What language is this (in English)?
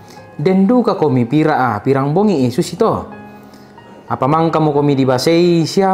Toraja-Sa'dan